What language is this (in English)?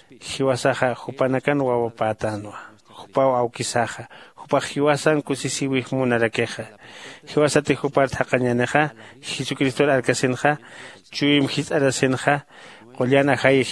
Aymara